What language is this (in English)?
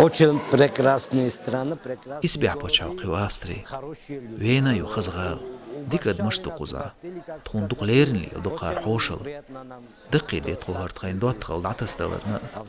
Chechen